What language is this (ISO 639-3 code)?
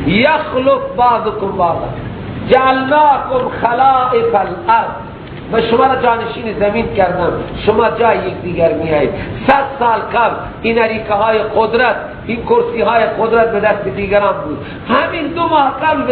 fas